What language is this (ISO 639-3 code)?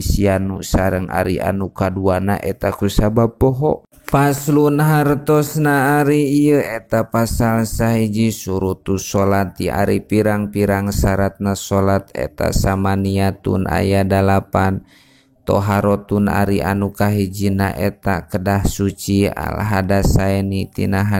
sun